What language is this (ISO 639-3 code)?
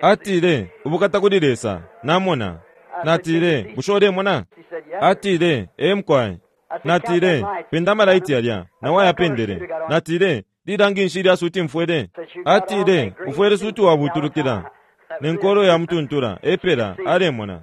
bem